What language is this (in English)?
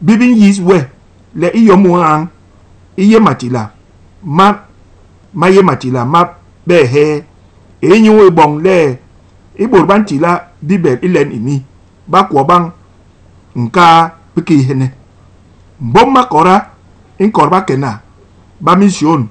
Basaa